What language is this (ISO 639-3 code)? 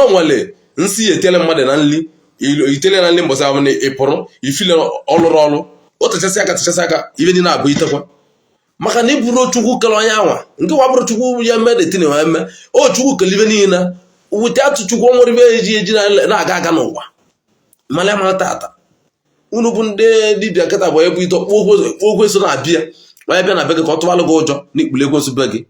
ibo